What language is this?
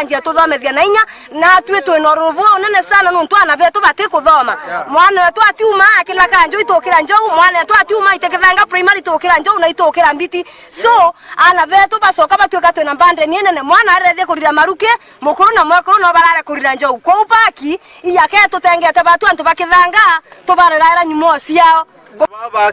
Meru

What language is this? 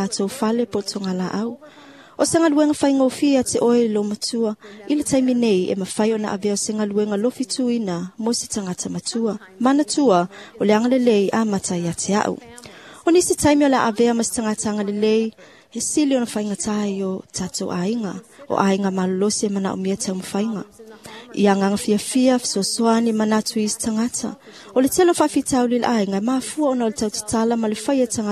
Samoan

